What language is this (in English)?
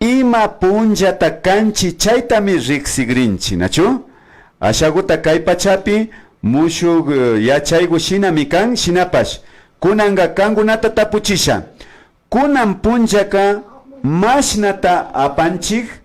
Imbabura Highland Quichua